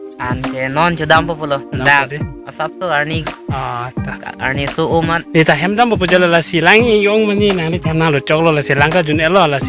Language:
Karbi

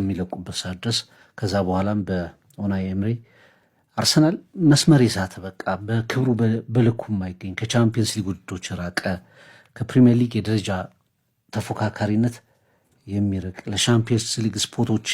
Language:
Amharic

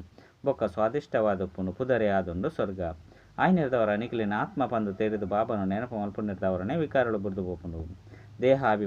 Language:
Tulu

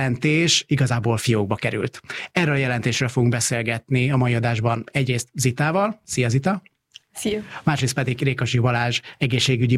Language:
Hungarian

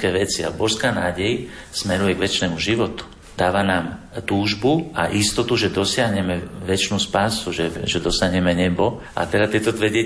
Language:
Slovak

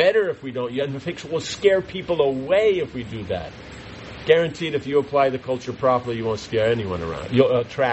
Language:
English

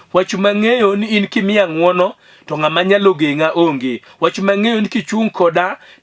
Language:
Luo (Kenya and Tanzania)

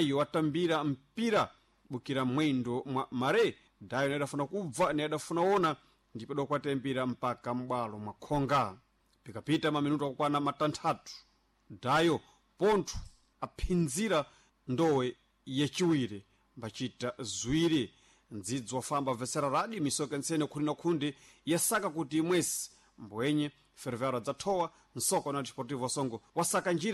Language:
Sena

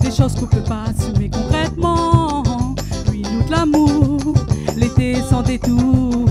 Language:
Réunion Creole French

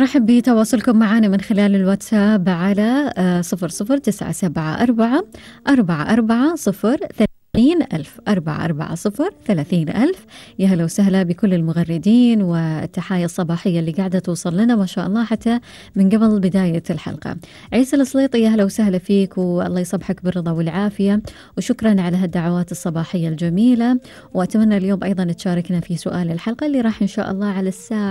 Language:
Gulf Arabic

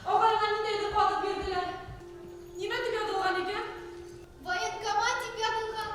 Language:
Bashkir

